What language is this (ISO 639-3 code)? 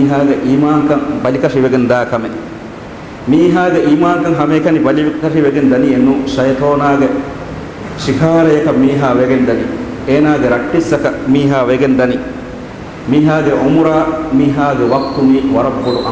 div